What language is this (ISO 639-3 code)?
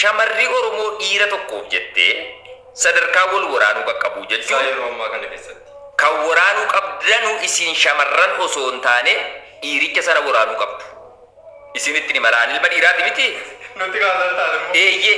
orm